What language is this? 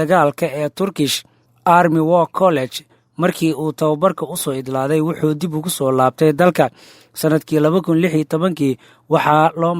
Somali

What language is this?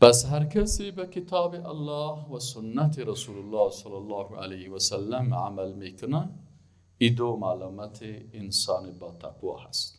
Persian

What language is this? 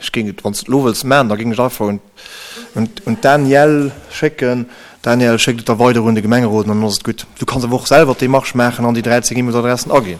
Luxembourgish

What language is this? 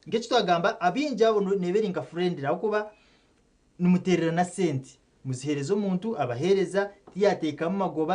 Nyankole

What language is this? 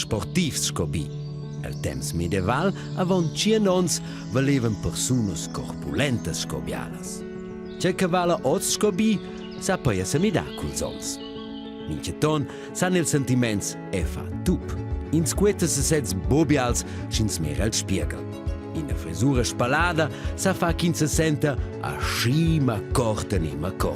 Romansh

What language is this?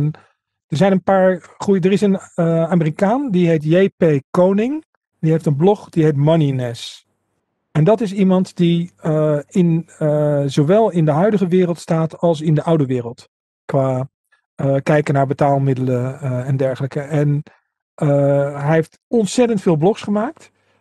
Dutch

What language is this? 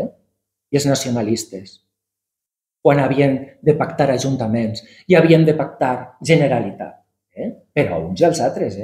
Catalan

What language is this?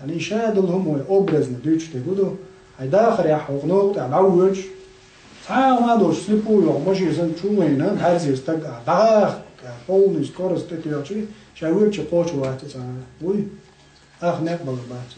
Chechen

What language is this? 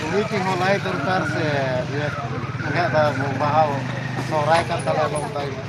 Santali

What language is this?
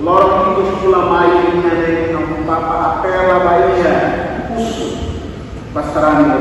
Tetum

